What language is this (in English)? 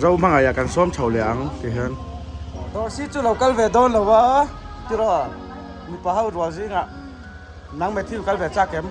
Mizo